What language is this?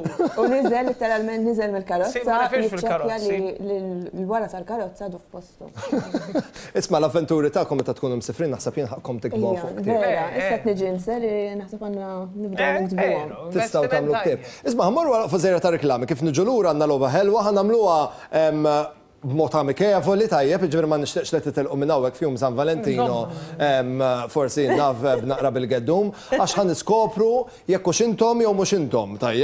Maltese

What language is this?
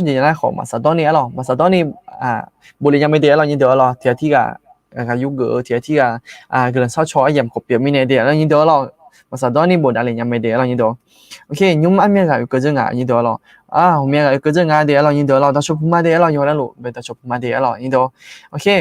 Akha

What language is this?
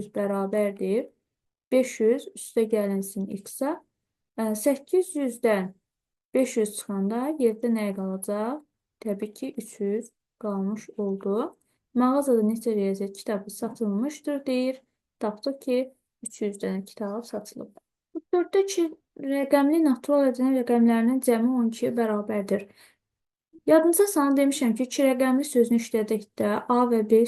Azerbaijani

